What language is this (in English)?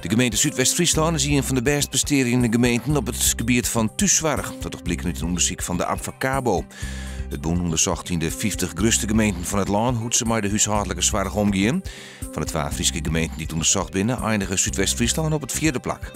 Western Frisian